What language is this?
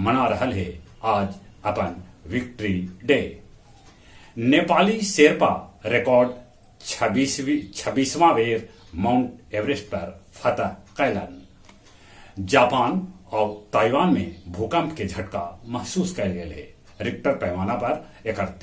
Magahi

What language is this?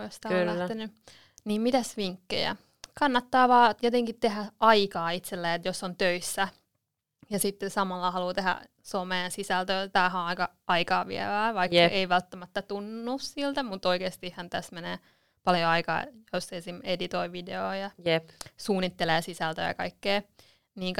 Finnish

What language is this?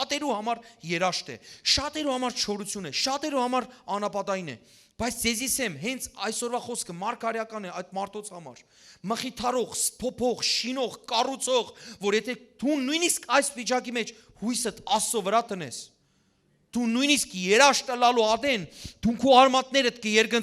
Western Armenian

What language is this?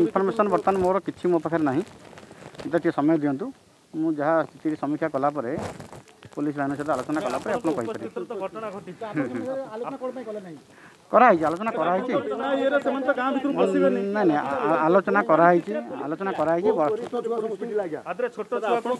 Odia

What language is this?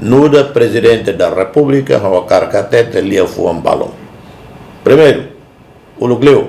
Tetum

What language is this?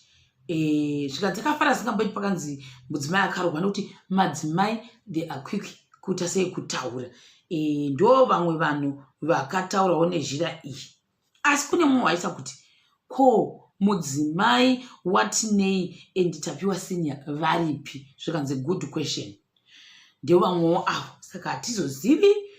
Shona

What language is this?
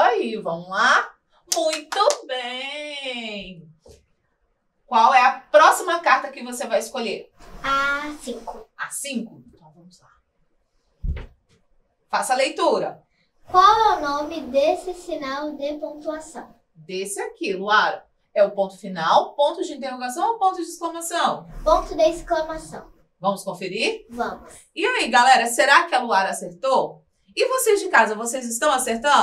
Portuguese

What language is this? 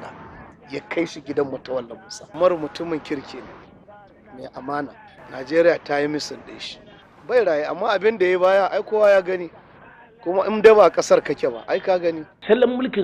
Hausa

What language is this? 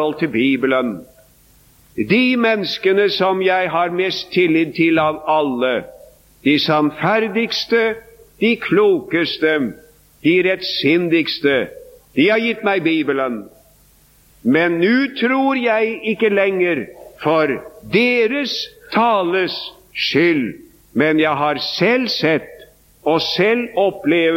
Norwegian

